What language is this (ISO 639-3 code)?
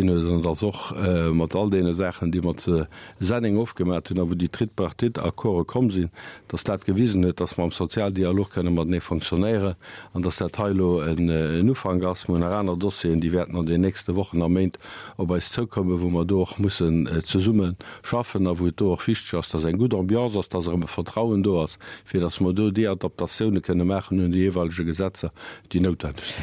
ltz